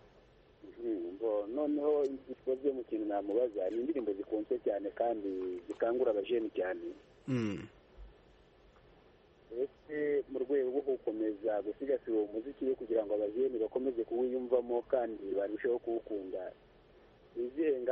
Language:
Kinyarwanda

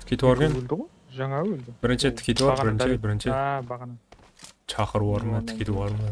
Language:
Kara-Kalpak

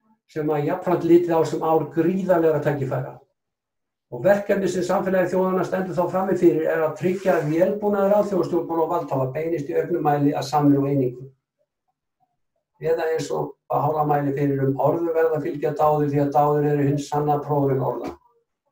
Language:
Icelandic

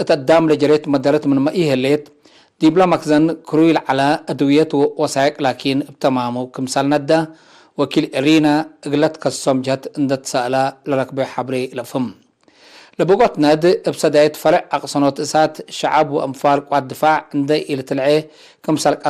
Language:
Tigre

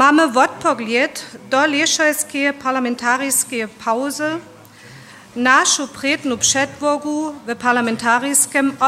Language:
Lower Sorbian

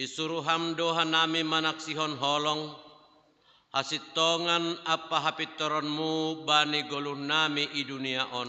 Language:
Batak Simalungun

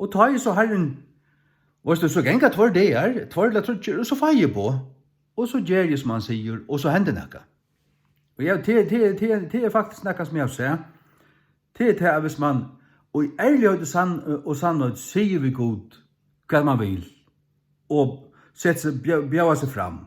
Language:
Faroese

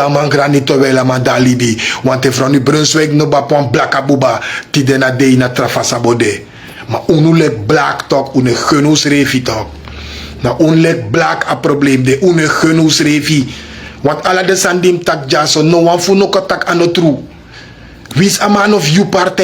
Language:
Sranan Tongo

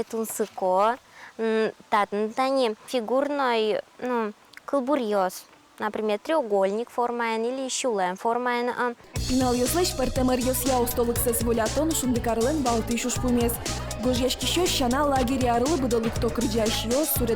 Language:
Udmurt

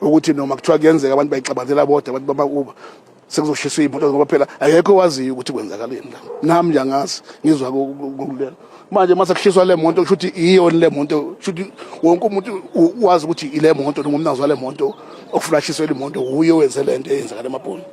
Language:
Zulu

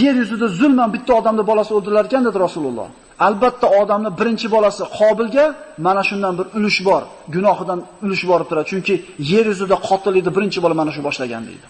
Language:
Uzbek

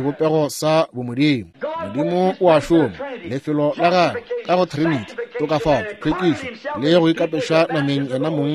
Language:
Northern Sotho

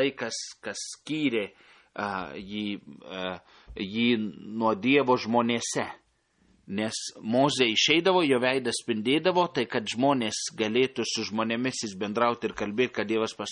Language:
Lithuanian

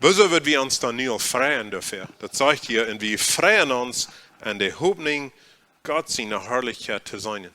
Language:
Plautdietsch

